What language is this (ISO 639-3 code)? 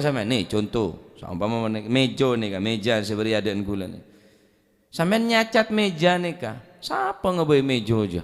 mad